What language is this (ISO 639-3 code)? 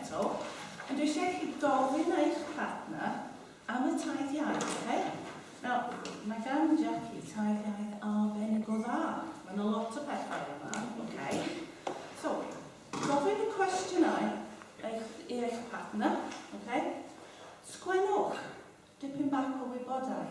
cym